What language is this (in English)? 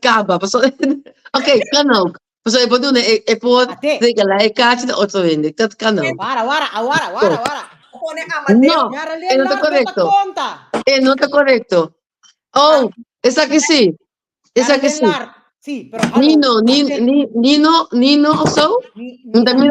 Papiamento